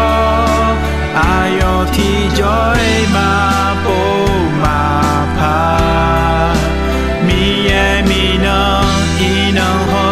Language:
Akha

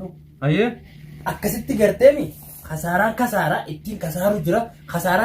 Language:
Oromo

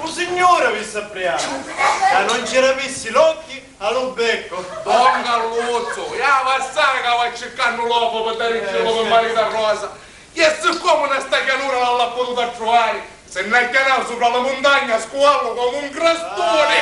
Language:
Sicilian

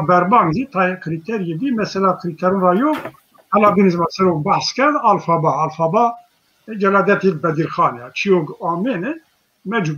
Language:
Zaza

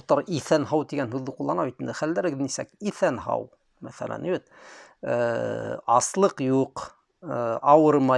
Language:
Bashkir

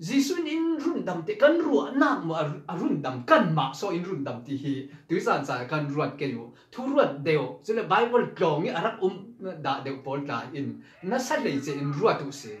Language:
Falam Chin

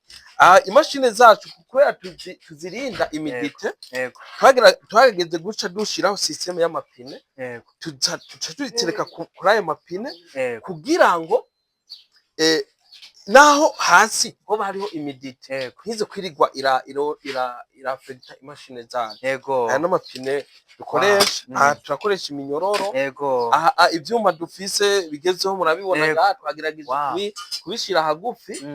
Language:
Rundi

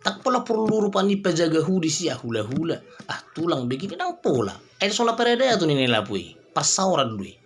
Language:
Batak Toba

